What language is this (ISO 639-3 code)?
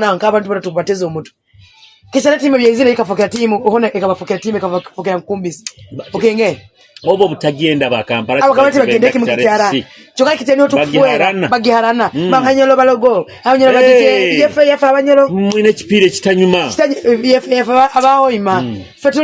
nyo